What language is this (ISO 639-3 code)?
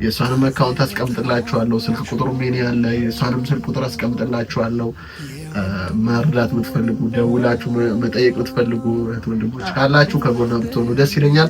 amh